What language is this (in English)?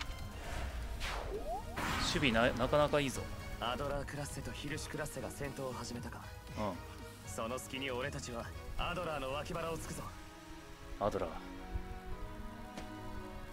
Japanese